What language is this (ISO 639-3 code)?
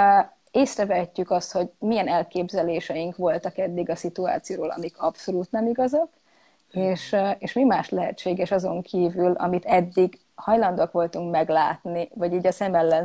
hun